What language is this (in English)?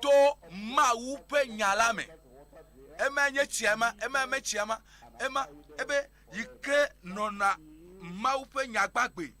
Ewe